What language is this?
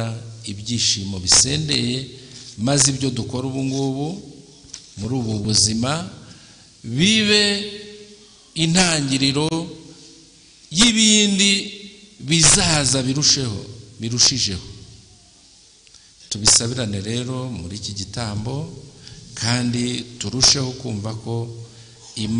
Kinyarwanda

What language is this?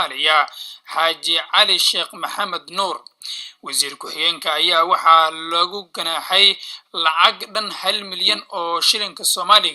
Somali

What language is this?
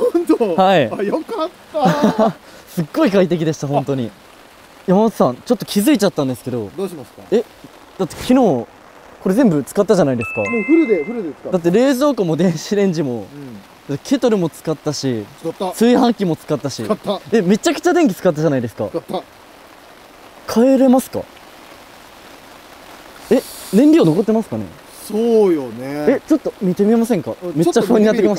Japanese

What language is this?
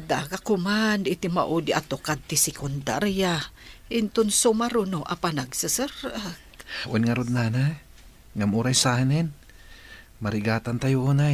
Iloko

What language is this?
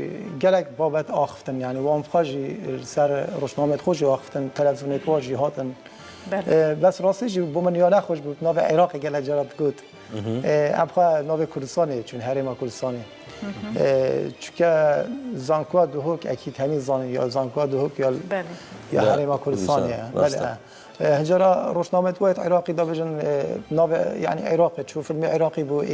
Kurdish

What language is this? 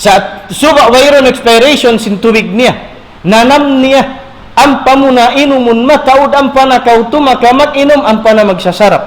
Tausug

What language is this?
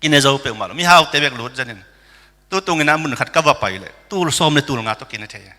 Tedim Chin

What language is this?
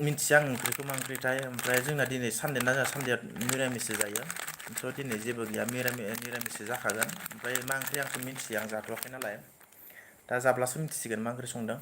Bodo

